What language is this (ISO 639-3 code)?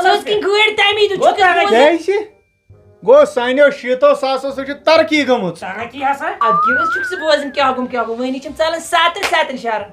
kas